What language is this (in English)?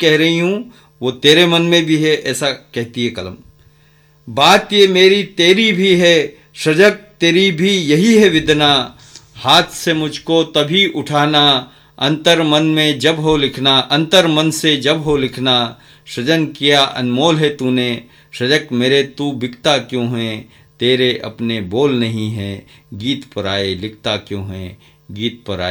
Hindi